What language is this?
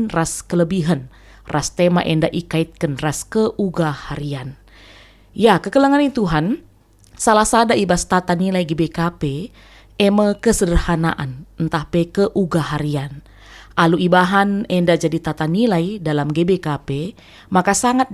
Batak Karo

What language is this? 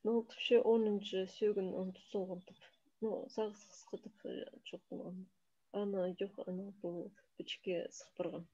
Khakas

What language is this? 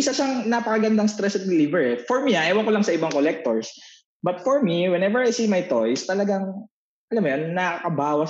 Filipino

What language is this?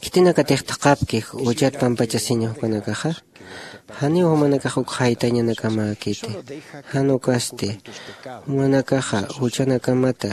Aymara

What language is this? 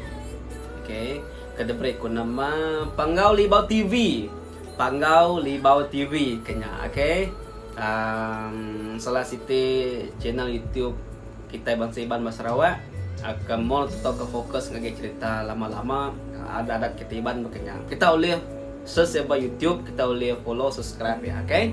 Iban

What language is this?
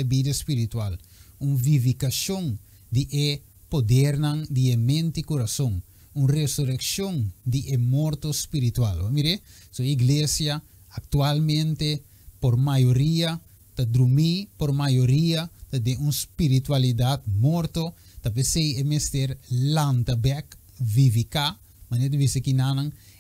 Papiamento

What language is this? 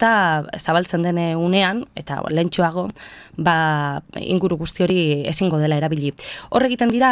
Basque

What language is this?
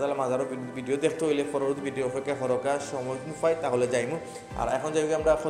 Sylheti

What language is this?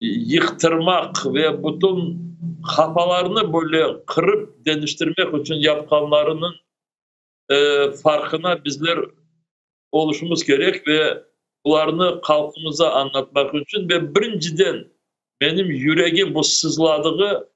Crimean Tatar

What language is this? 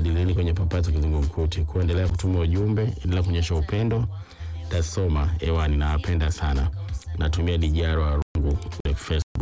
Swahili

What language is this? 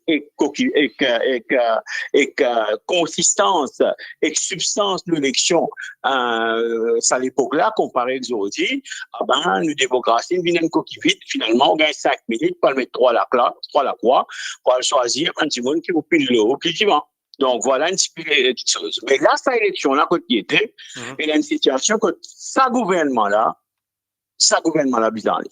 Morisyen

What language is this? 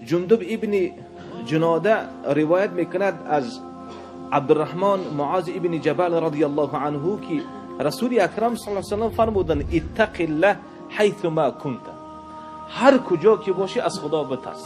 Tajik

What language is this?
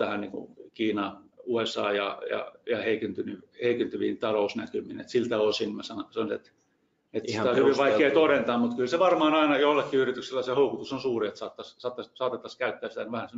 Finnish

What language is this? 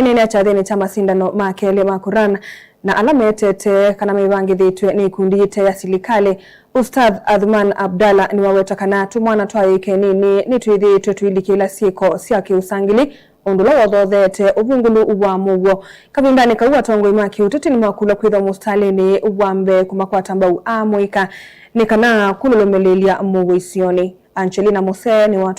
Kamba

